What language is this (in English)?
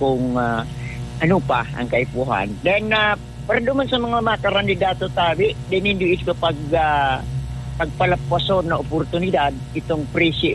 Bikol